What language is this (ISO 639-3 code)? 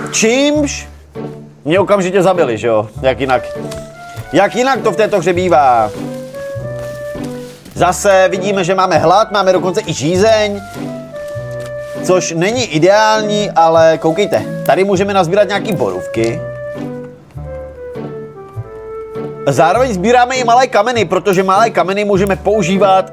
ces